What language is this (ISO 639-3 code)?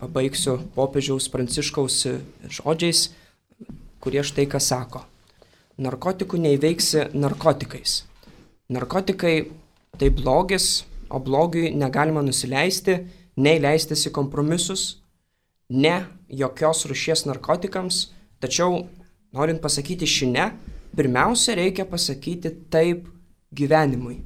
lit